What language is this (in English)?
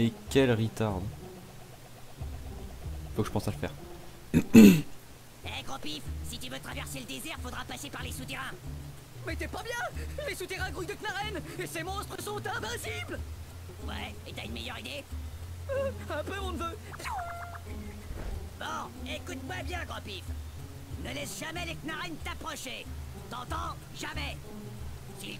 French